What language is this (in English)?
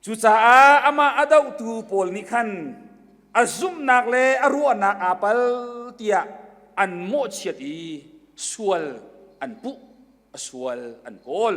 Hakha Chin